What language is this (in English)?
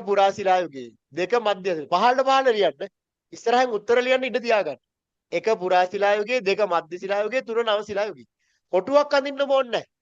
Sinhala